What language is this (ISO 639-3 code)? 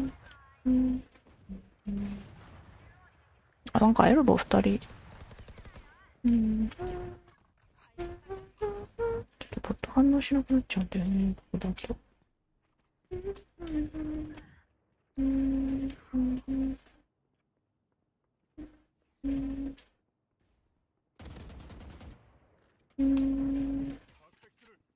jpn